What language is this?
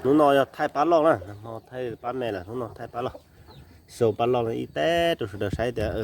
Hmong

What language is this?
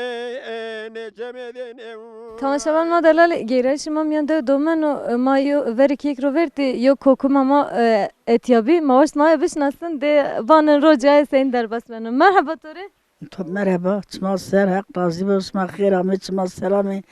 Zaza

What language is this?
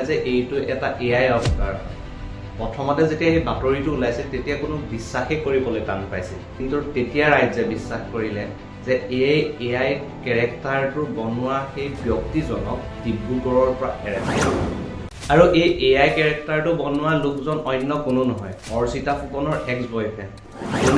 Assamese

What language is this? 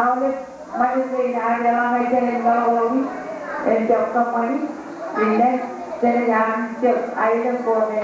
Marshallese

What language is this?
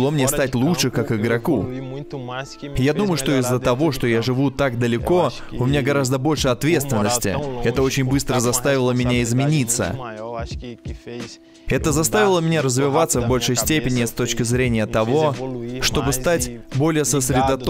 Russian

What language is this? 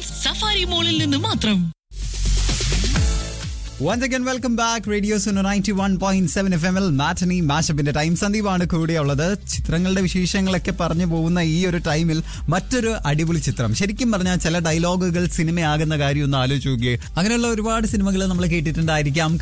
Malayalam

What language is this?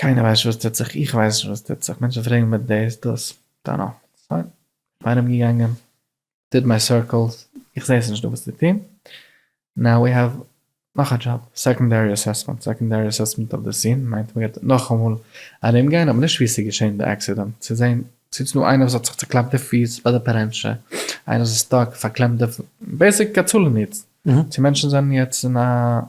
Yiddish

